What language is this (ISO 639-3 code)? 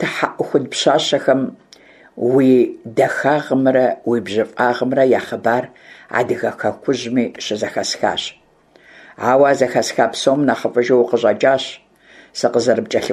kbd